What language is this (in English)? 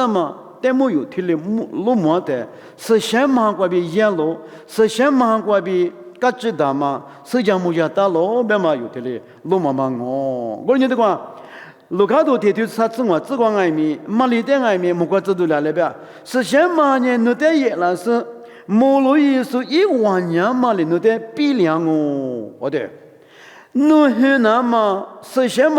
Lisu